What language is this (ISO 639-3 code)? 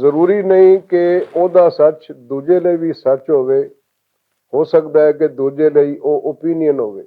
lah